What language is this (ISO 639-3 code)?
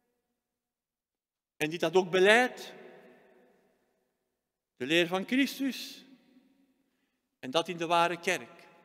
nld